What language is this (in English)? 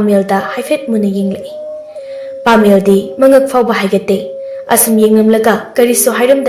Manipuri